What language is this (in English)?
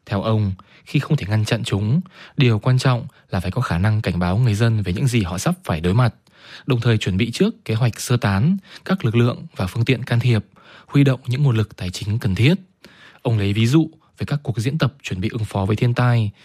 Vietnamese